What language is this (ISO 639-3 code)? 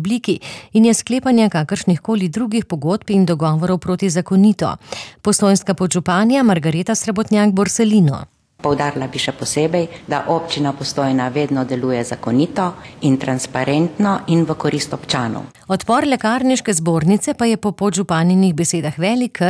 slv